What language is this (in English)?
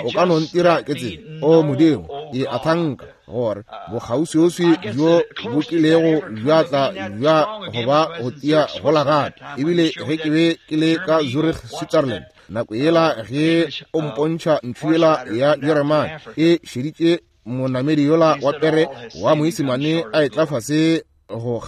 Northern Sotho